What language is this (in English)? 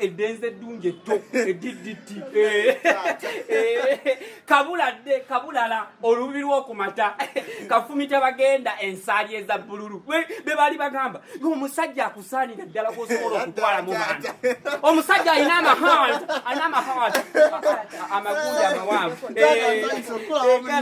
Ganda